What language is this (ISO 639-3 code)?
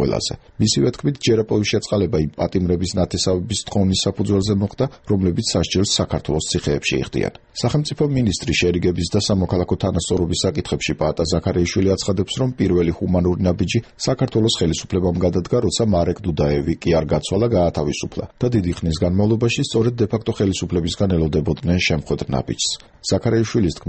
kat